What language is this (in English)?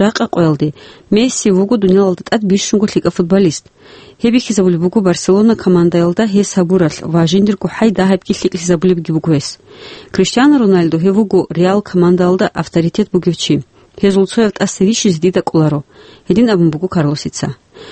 Avaric